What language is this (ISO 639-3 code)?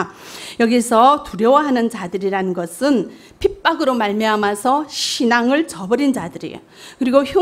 kor